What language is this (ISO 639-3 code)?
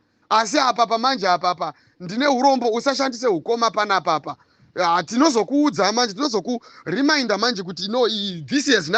sna